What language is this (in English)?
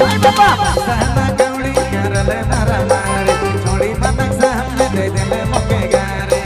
Sadri